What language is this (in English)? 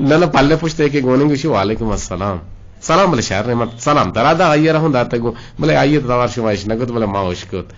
Eastern Balochi